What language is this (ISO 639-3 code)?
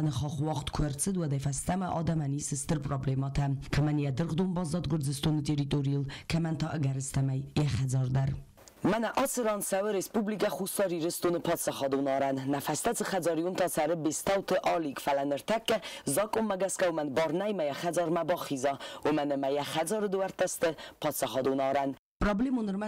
oss